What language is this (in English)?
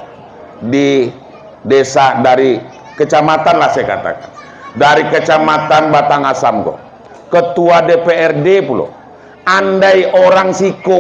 Minangkabau